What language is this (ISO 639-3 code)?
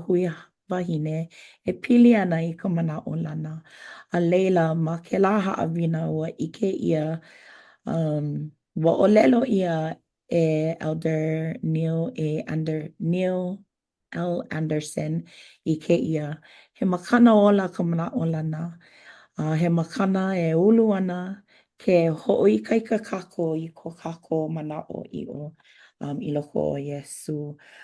haw